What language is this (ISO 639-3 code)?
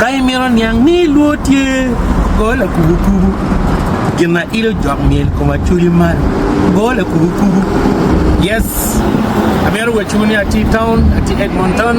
ach